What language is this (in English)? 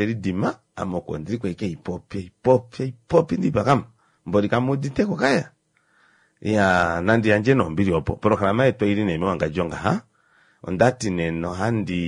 Kuanyama